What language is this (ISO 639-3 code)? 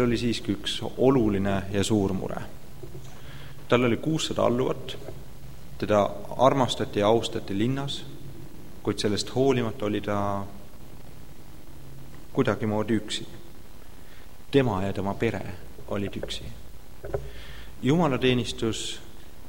est